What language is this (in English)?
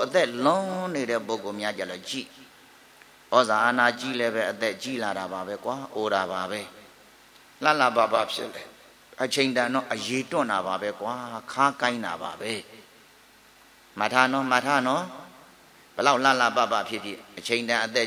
Burmese